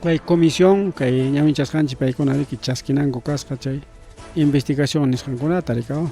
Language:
Ayacucho Quechua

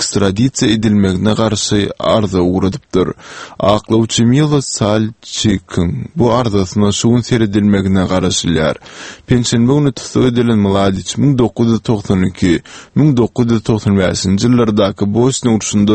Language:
Turkmen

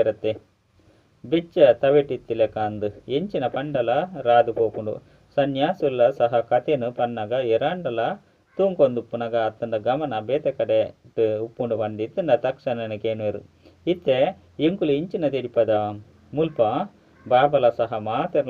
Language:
Tulu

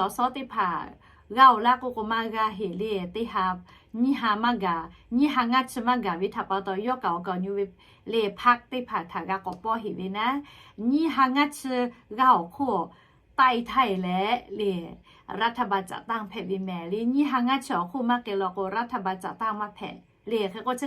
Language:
Lahu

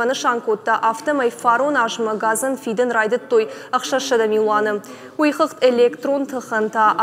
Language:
Ossetic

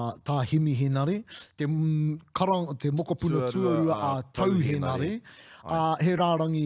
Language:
Māori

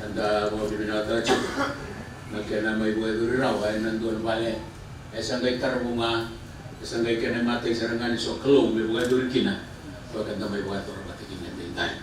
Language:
Fijian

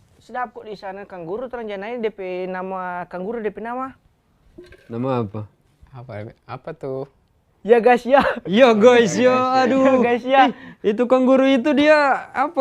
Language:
Manado Malay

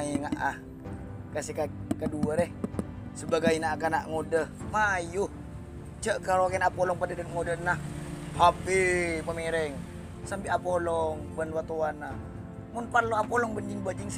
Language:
Madurese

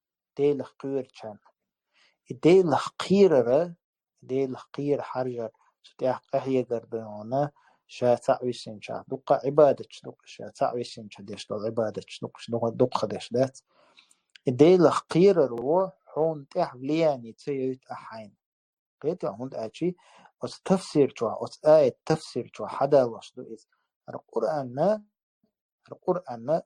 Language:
Chechen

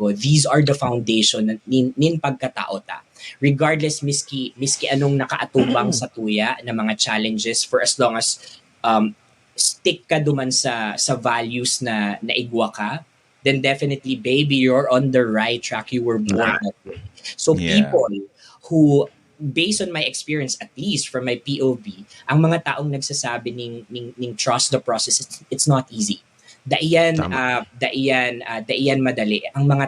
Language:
Bikol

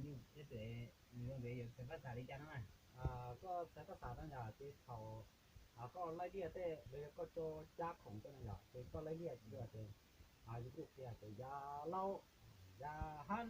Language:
Hmong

